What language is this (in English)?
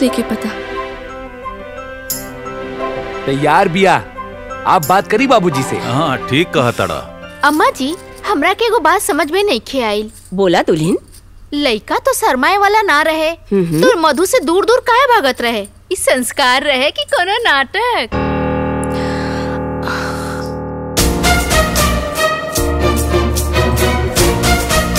Bhojpuri